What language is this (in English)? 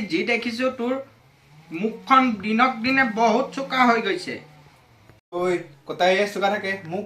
Assamese